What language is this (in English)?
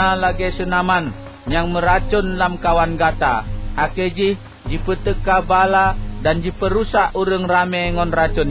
Achinese